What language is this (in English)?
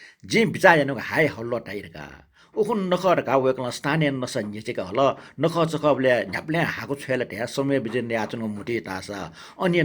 Newari